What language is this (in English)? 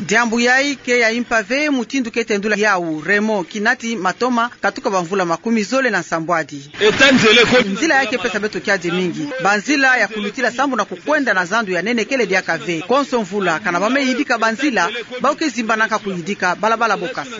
Kituba (Democratic Republic of Congo)